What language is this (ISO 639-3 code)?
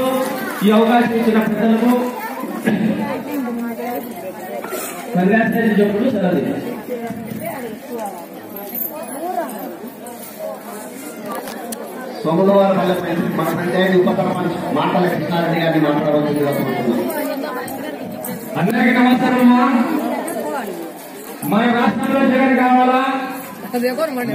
tel